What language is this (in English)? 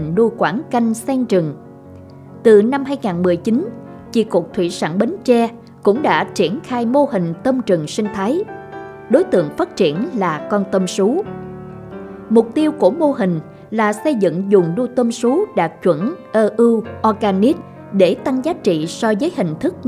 Vietnamese